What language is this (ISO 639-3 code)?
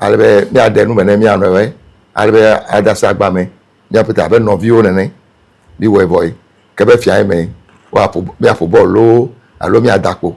ewe